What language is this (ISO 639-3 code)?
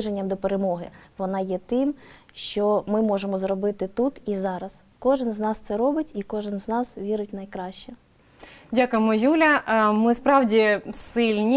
ukr